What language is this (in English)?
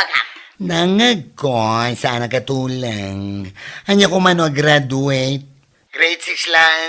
Iloko